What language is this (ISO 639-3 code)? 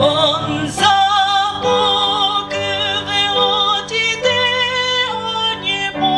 nri